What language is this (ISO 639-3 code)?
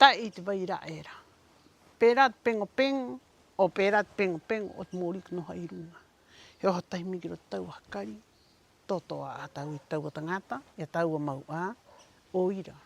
rap